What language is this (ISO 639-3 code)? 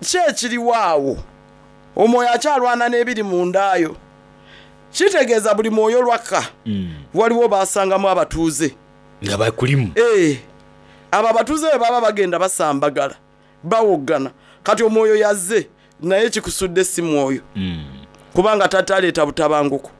xog